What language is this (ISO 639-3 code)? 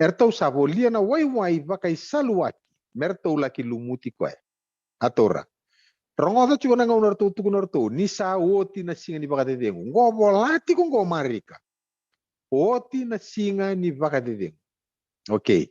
fij